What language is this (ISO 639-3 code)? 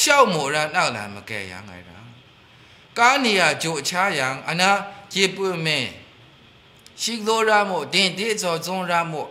mhx